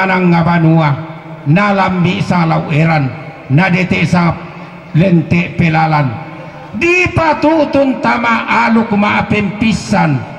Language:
Toraja-Sa'dan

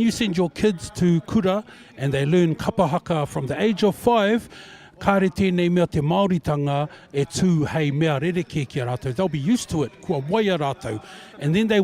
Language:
Māori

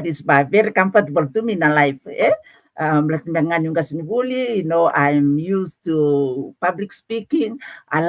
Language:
Fijian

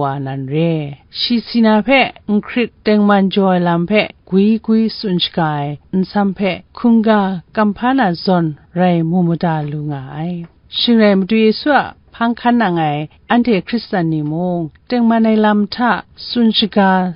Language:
Kachin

